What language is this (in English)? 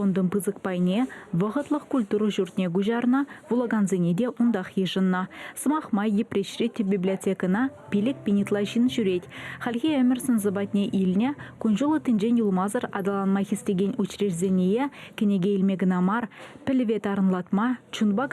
Chuvash